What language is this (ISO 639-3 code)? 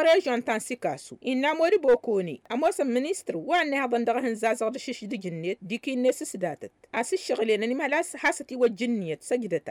taq